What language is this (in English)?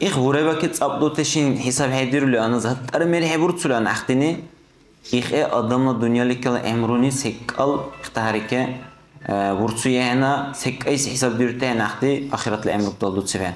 Dargwa